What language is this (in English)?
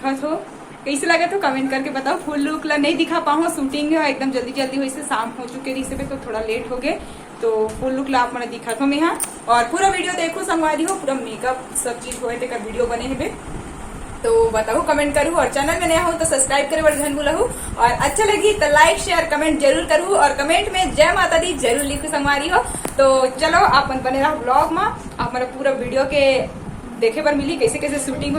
Chhattisgarhi